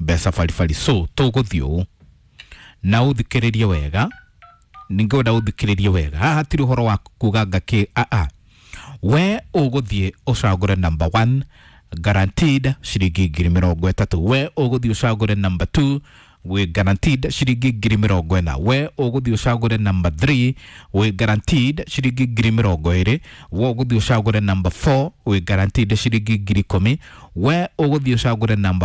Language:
Kikuyu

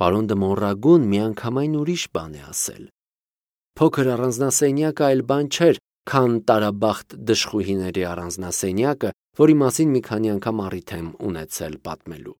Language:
Armenian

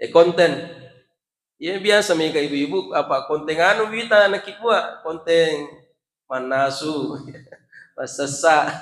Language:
Buginese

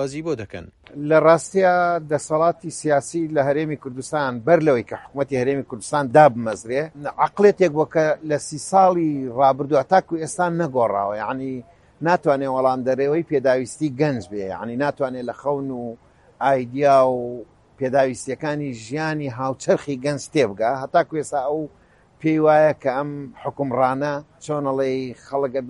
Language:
Central Kurdish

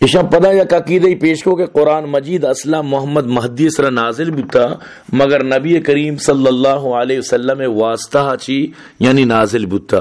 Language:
Baluchi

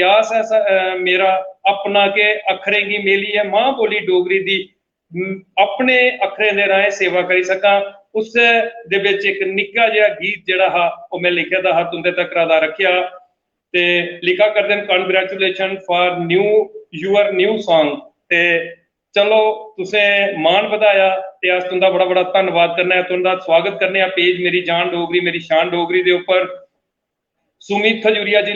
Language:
Dogri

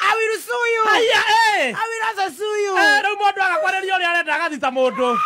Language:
Kikuyu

